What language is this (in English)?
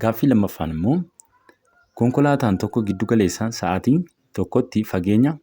Oromo